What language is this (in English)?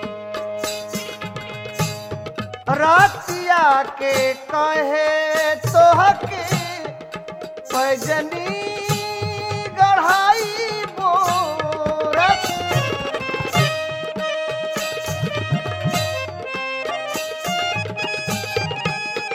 Bhojpuri